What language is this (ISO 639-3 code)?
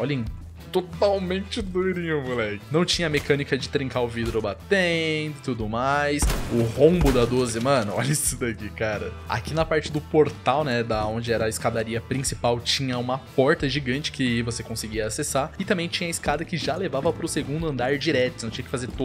por